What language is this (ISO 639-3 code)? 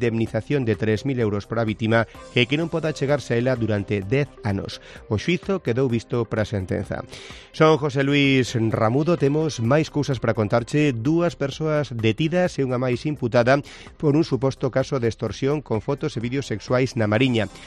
glg